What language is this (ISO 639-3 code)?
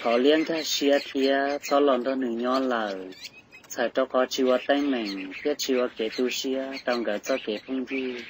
hmn